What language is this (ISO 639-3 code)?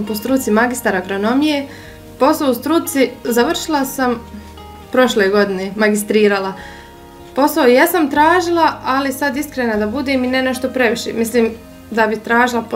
bos